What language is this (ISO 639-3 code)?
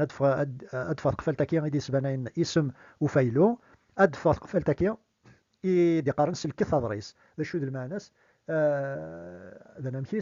kab